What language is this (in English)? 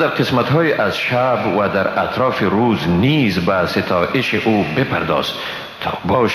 Persian